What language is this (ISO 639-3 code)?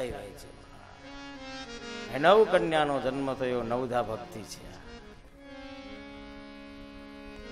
guj